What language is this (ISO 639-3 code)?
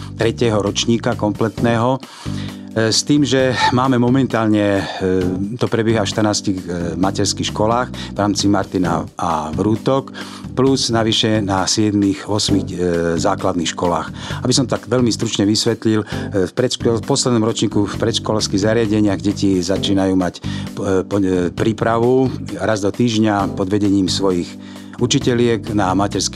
slk